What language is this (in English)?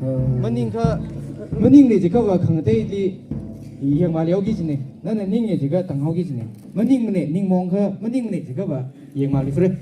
Tangkhul Naga (India)